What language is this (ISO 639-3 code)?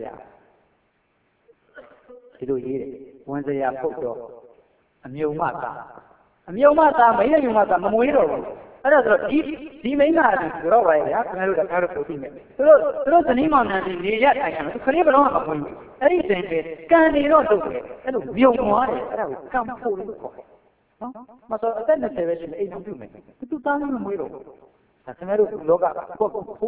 mya